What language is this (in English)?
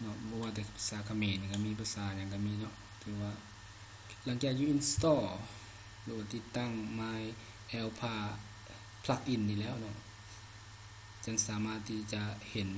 Lao